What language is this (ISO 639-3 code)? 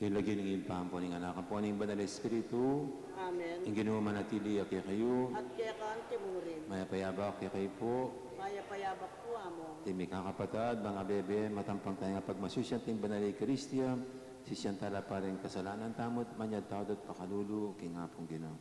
pam